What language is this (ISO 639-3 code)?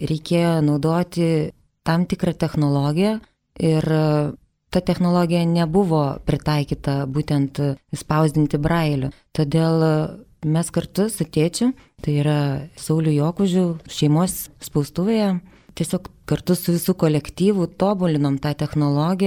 lit